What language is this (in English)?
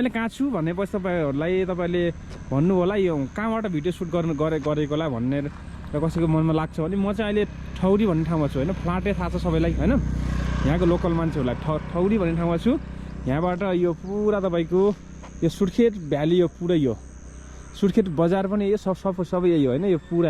Nepali